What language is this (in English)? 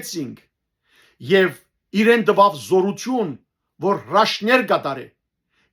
Western Armenian